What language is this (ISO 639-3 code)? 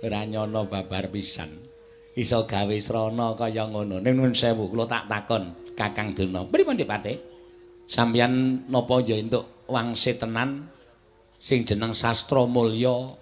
jav